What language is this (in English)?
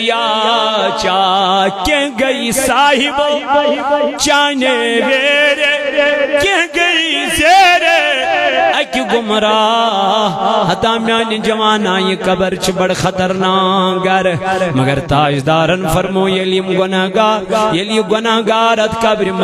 Kashmiri